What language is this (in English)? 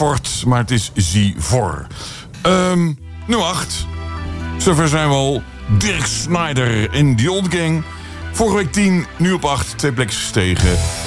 Dutch